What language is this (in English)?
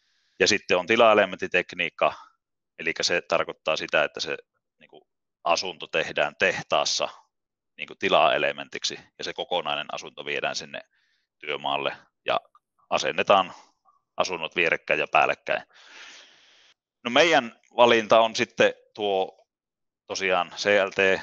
Finnish